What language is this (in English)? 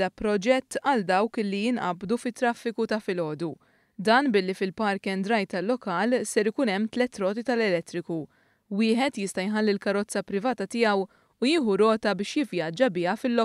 Maltese